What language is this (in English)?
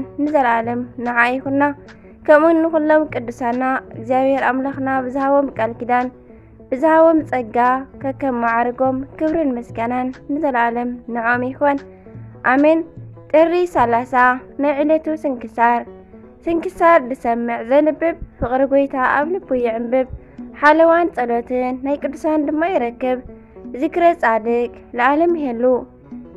Tigrinya